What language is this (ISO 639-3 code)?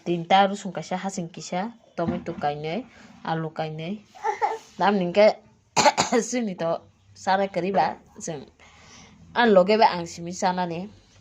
trp